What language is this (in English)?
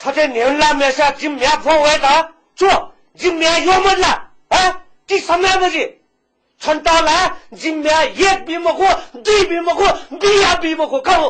Newari